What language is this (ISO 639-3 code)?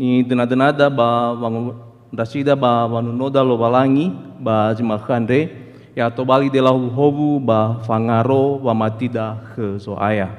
nia